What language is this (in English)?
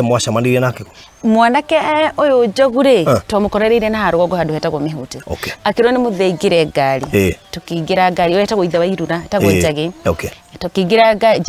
Kikuyu